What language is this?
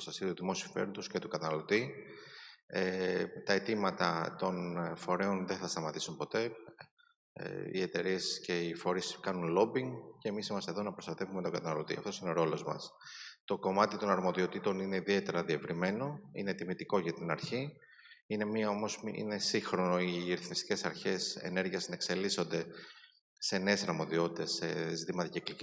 Greek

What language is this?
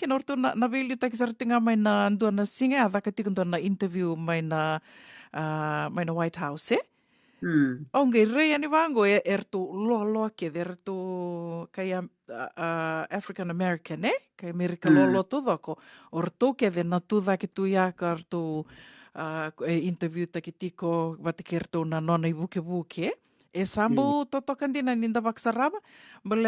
Fijian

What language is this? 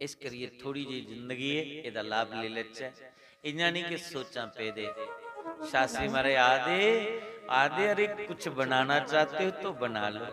Dogri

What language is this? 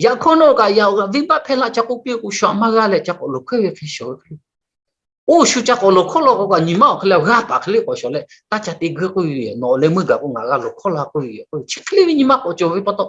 Lahu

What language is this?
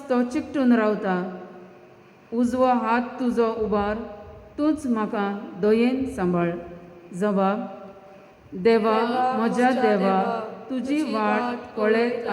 Konkani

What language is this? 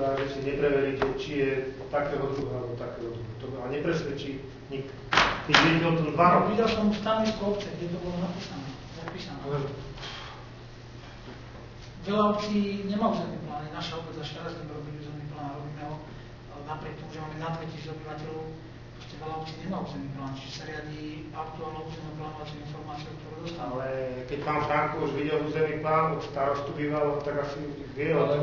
Slovak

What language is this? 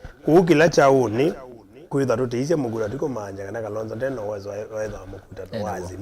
Kamba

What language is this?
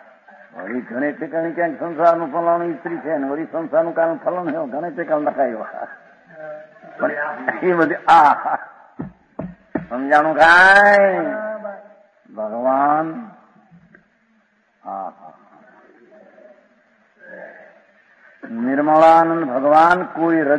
Gujarati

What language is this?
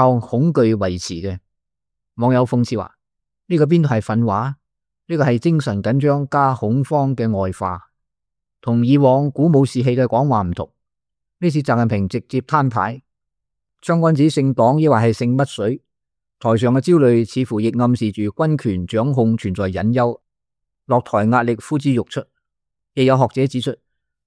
Cantonese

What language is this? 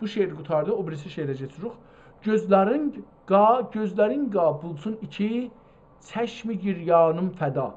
South Azerbaijani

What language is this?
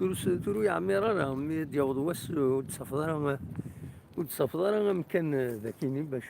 Kabyle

